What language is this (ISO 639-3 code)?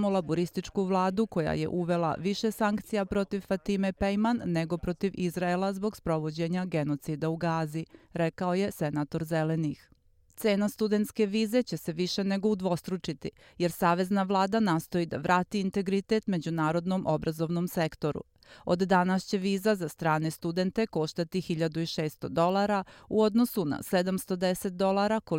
srp